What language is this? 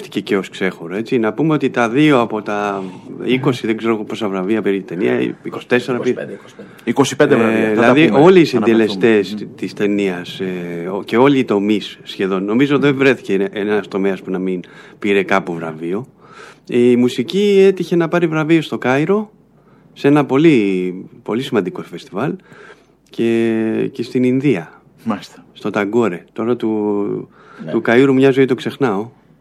Greek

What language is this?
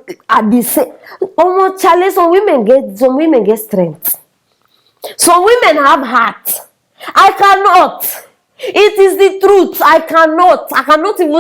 Nigerian Pidgin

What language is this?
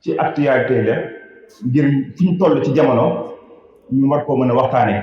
Wolof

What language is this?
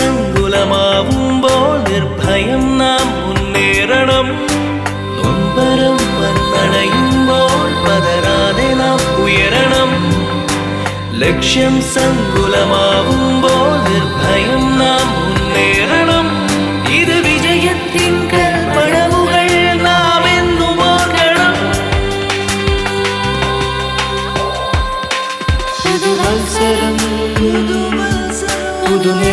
Malayalam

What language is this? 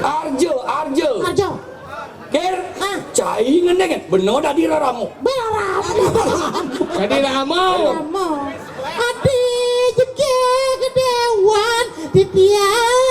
Balinese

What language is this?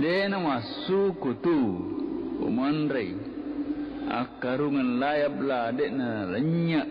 Buginese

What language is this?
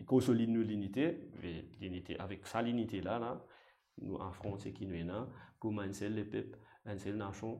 Morisyen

